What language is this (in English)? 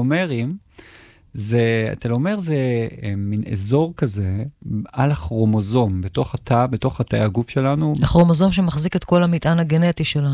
Hebrew